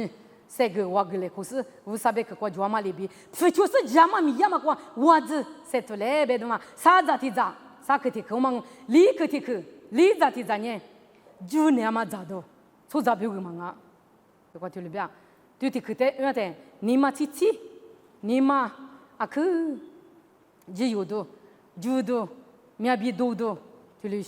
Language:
Lisu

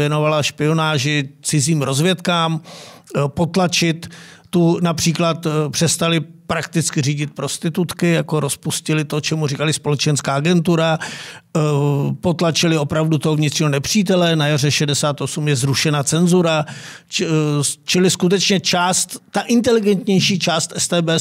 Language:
Czech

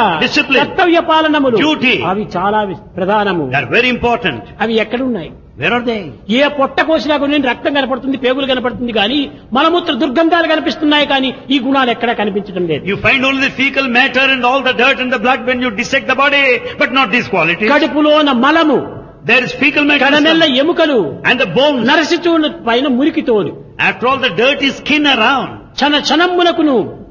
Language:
Telugu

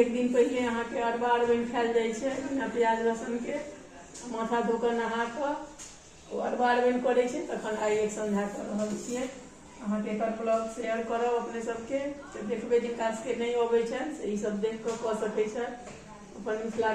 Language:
Maithili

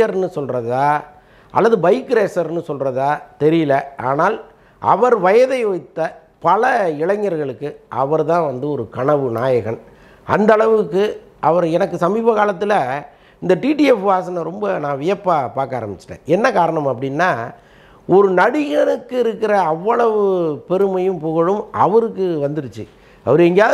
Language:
Tamil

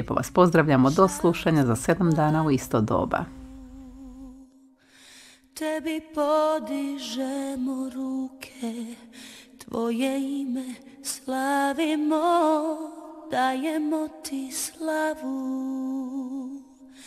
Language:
Croatian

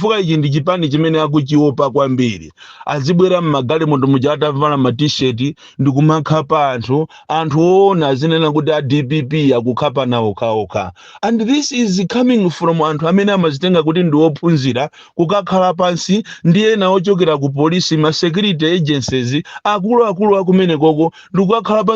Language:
Nyanja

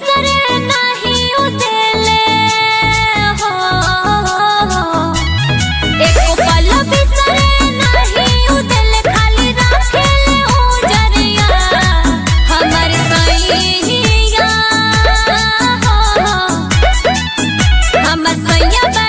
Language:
Bhojpuri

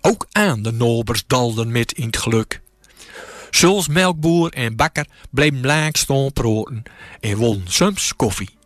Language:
Gronings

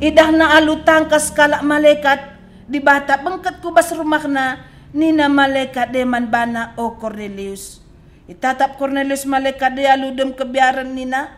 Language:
Batak Karo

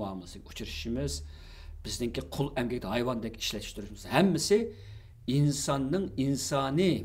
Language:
Uyghur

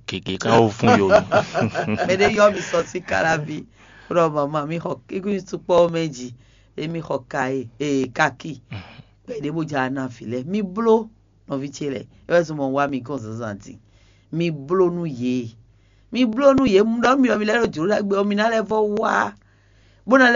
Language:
Fon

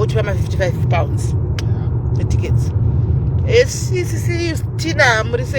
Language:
Shona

